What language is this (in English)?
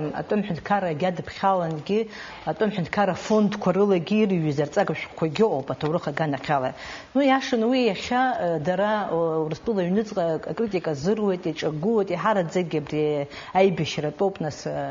Abkhazian